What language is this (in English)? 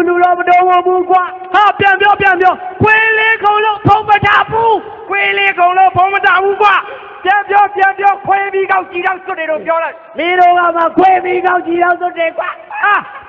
Burmese